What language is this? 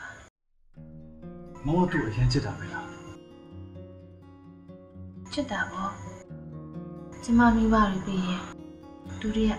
Burmese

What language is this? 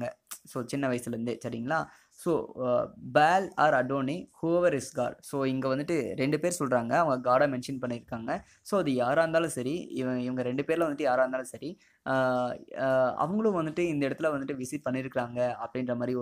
Tamil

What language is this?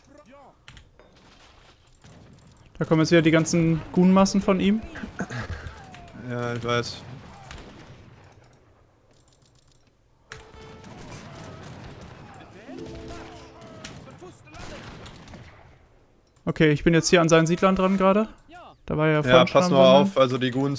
German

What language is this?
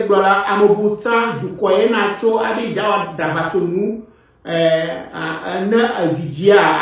Ewe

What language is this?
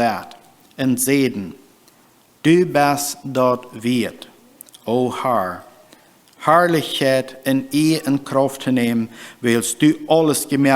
Plautdietsch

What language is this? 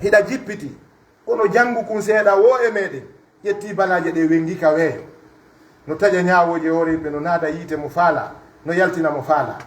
Pular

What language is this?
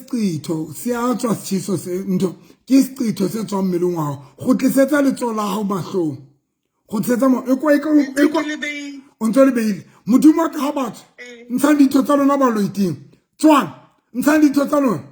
Southern Sotho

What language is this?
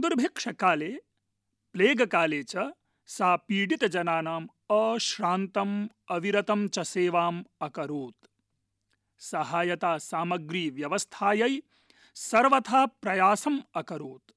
Sanskrit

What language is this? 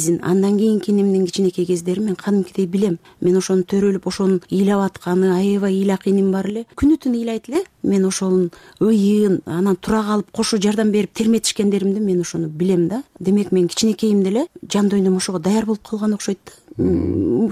Kyrgyz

